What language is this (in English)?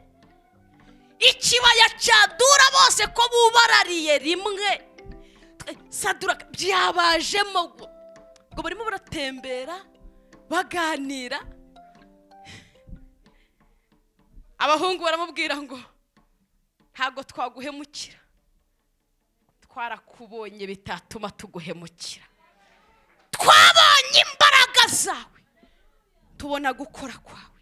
Kinyarwanda